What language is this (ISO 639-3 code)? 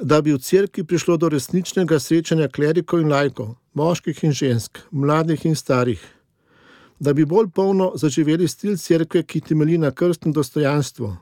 slv